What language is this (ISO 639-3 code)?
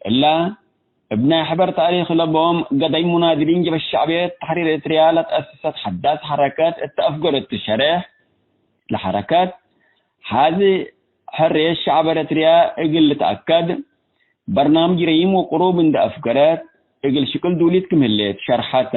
tig